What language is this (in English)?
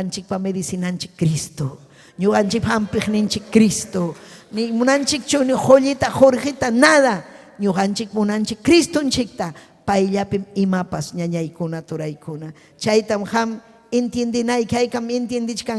Ayacucho Quechua